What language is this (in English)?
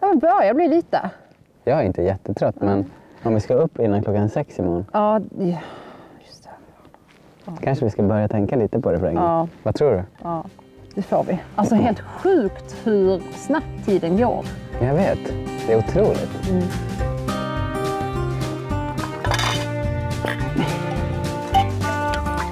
Swedish